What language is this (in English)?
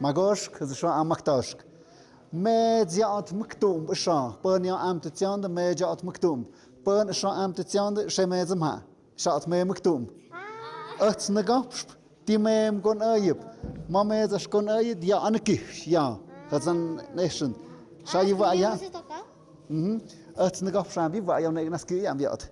Tlahuitoltepec Mixe